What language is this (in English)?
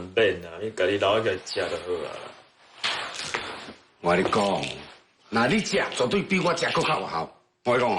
Min Nan Chinese